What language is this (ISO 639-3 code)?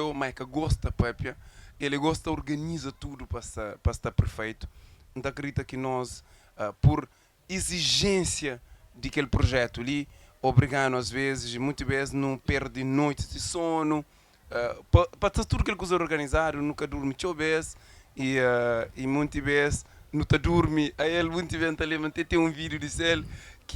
kea